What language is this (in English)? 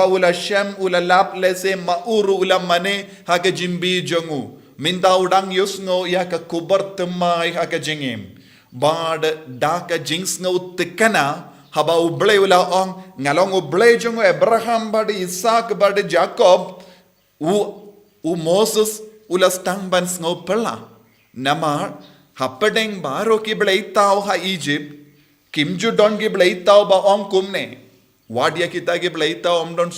Khasi